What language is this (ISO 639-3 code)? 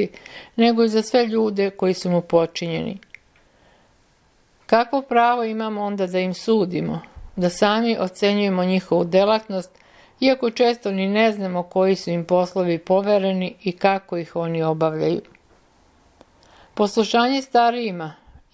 srp